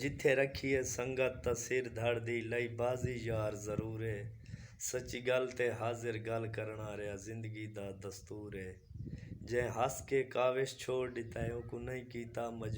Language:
Saraiki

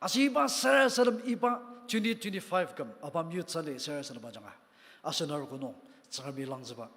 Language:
Ao Naga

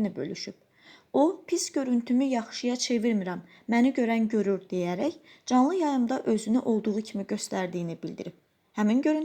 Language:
Azerbaijani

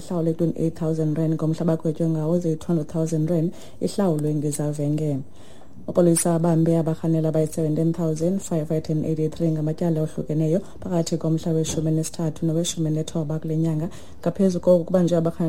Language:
Xhosa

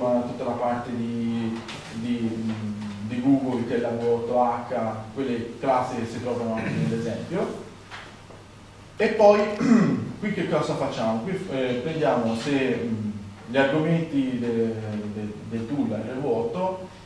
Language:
Italian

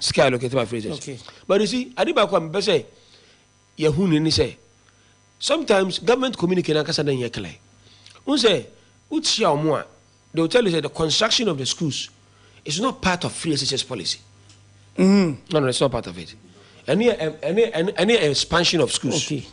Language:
Akan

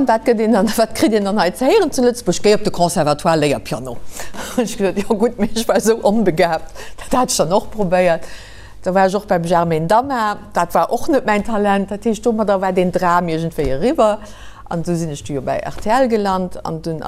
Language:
Luxembourgish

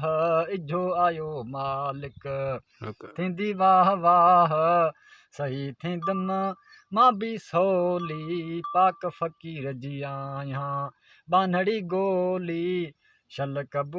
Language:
Sindhi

